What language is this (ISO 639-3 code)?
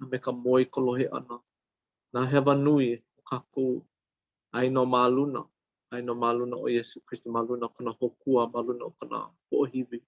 haw